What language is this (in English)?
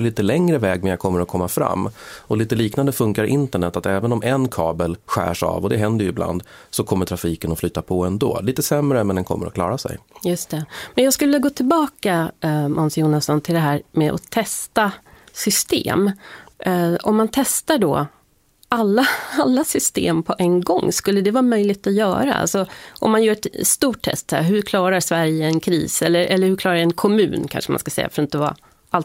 Swedish